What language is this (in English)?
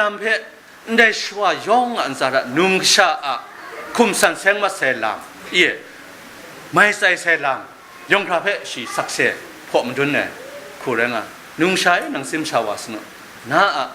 Kachin